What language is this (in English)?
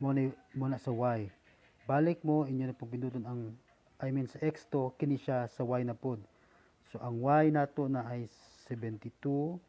Cebuano